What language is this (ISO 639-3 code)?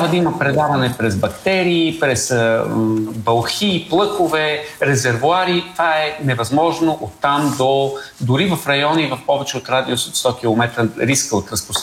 bul